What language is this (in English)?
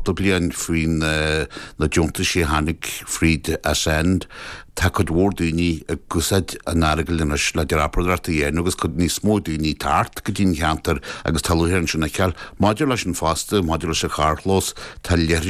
Irish